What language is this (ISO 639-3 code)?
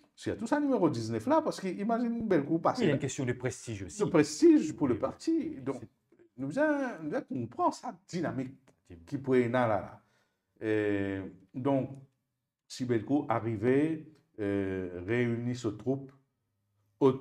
mfe